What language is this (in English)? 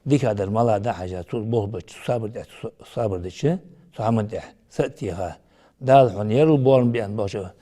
Ingush